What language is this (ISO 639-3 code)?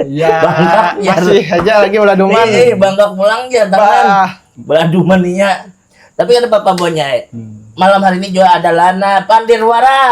bjn